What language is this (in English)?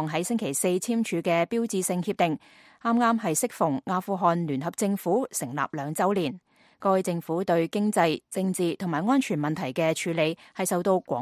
Cantonese